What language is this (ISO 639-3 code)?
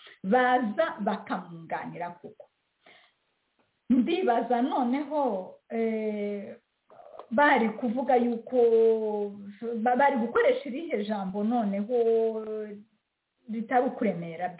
kin